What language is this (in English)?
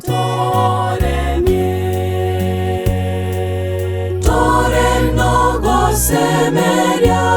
Gusii